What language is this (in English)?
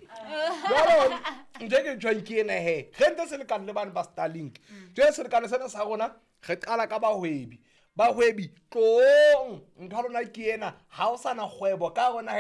Southern Sotho